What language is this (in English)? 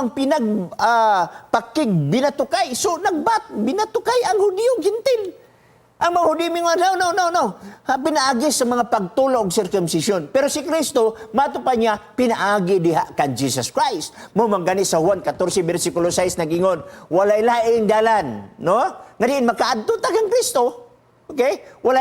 Cebuano